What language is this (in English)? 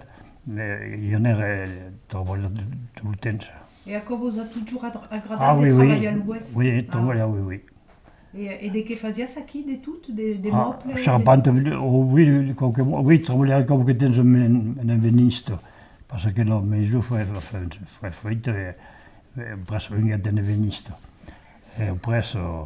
Occitan